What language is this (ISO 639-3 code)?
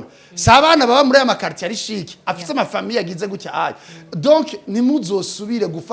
run